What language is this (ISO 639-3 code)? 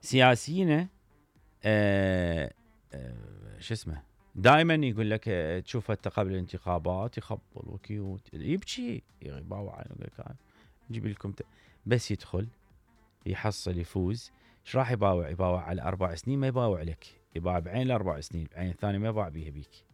acm